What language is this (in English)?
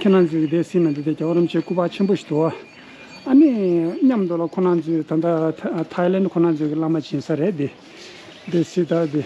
Tibetan